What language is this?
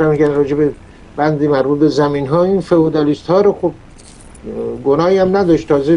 Persian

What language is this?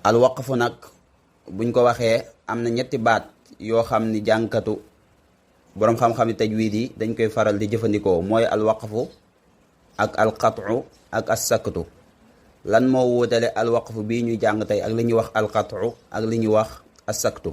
Wolof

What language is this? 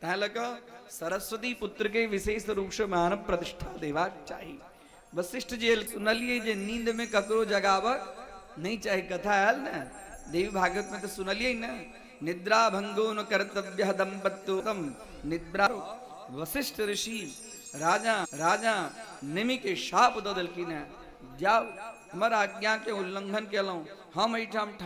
Maithili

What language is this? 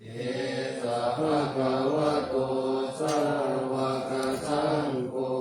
Pali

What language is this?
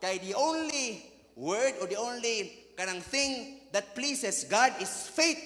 Cebuano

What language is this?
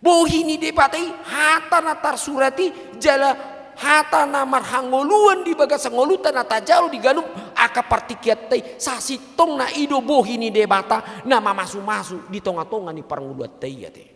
Batak Toba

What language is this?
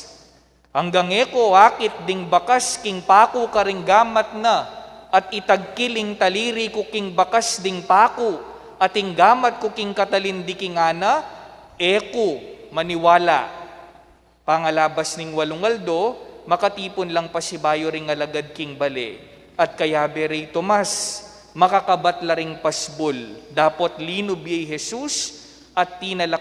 Pampanga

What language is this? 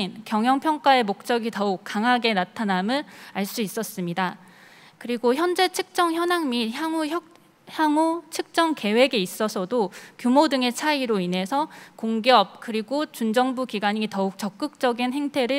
Korean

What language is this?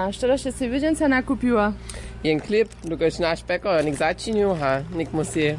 Upper Sorbian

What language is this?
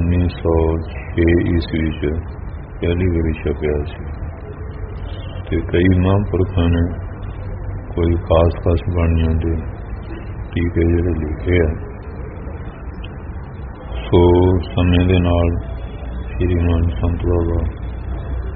Punjabi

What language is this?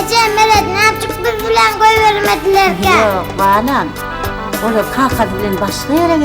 Turkmen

